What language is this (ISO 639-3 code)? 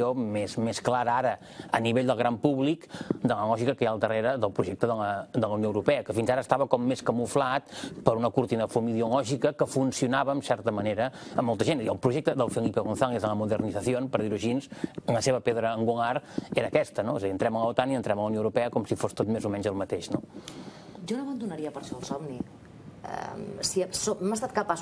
cat